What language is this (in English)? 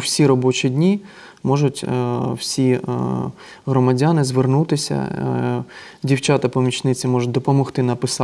Ukrainian